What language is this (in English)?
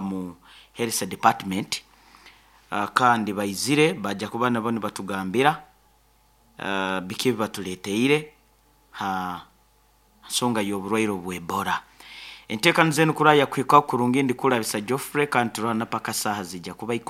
Nyoro